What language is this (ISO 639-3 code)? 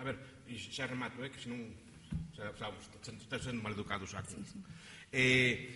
glg